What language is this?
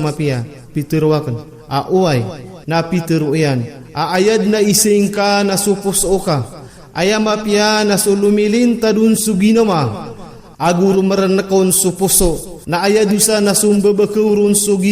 Maranao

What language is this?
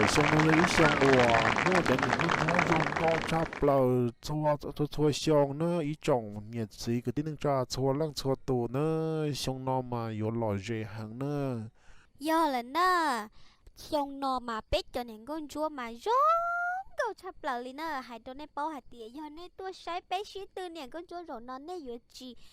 Hmong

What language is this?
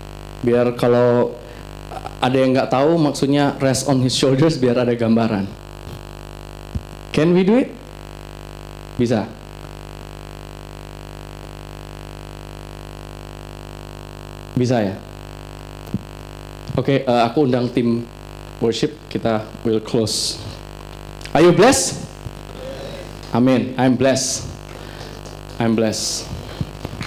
Indonesian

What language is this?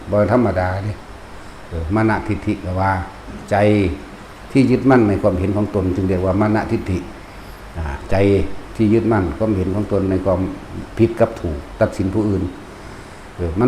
Northeastern Thai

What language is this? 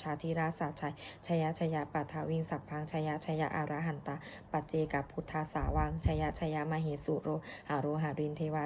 Pali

